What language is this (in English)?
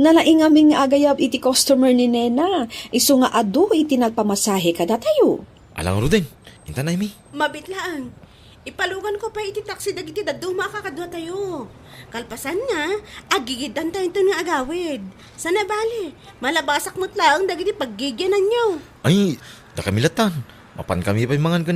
Iloko